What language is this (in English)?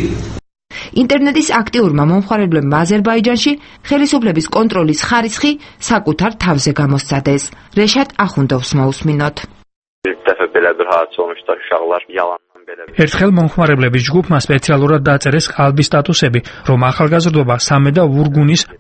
Georgian